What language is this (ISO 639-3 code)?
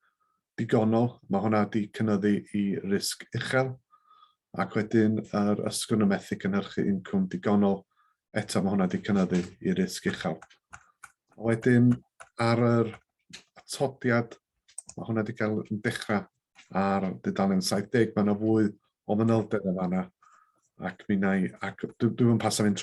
cym